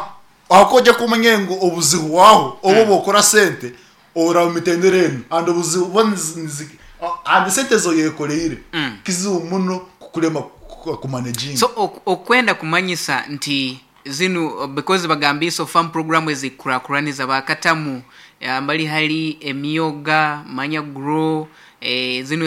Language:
Nyoro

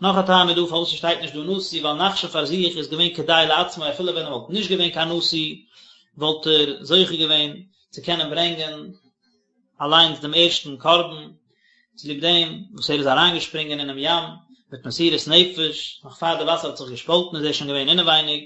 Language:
Yiddish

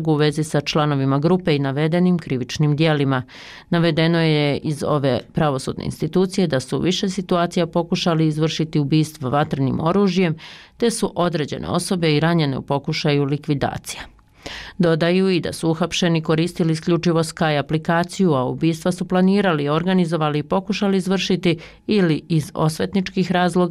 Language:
Bosnian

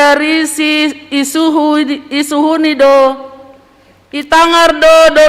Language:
Batak Simalungun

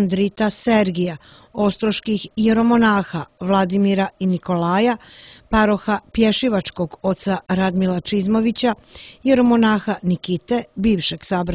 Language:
Serbian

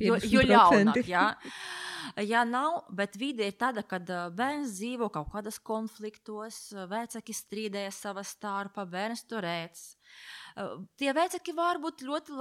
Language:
Latvian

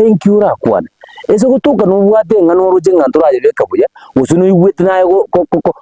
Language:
Gusii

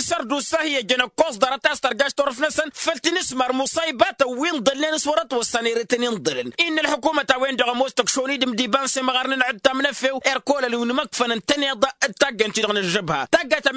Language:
Tamasheq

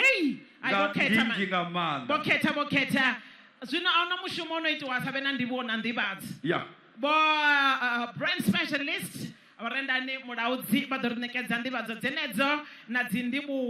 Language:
Venda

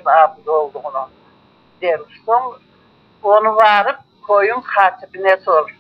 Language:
Crimean Tatar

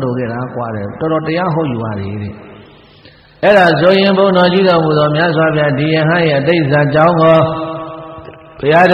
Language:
Burmese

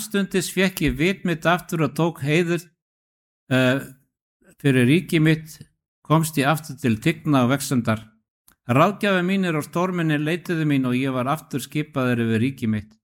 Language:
Icelandic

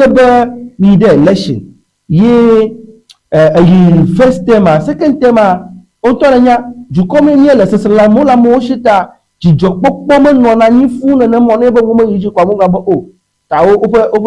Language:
Ewe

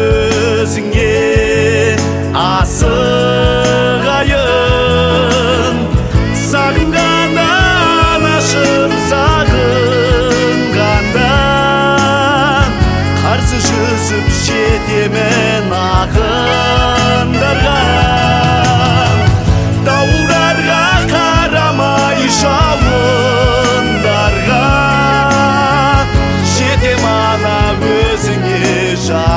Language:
Kazakh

